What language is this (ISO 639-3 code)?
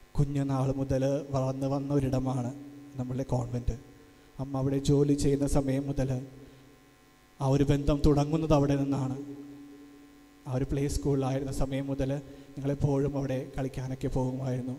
mal